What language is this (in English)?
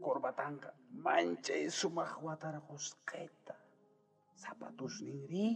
South Bolivian Quechua